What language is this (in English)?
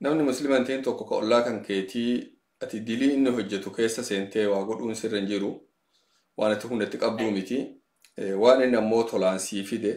Oromo